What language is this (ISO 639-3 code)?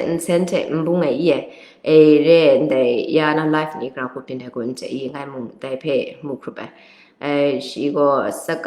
kac